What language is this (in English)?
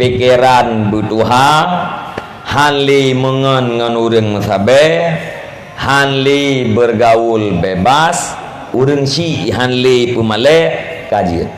Achinese